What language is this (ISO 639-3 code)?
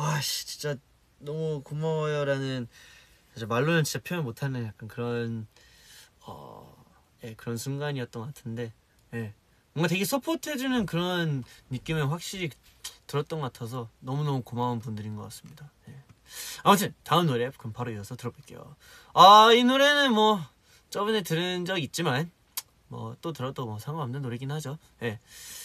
kor